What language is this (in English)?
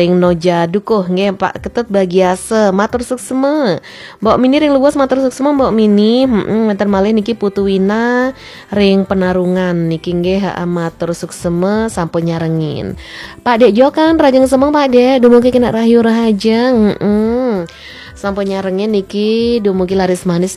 Balinese